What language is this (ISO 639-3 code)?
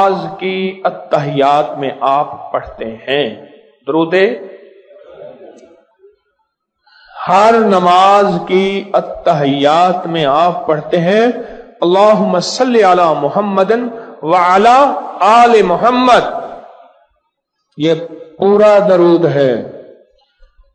urd